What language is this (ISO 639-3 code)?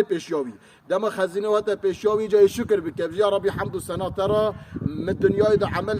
kur